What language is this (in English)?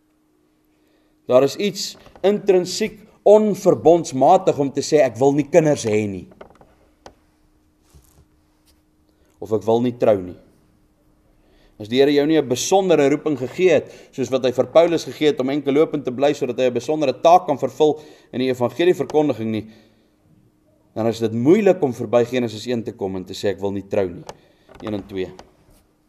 Afrikaans